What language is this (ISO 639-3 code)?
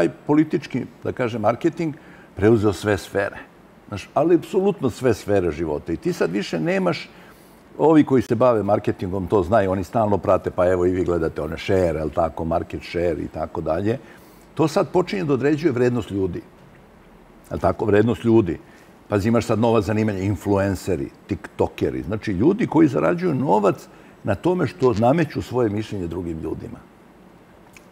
srp